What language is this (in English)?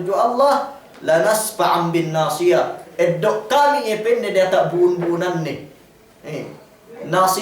Yakan